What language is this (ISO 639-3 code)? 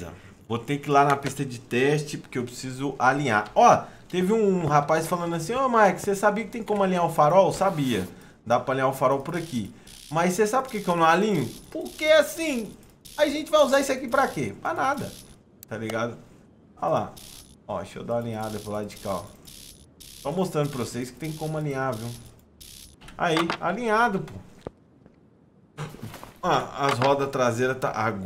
por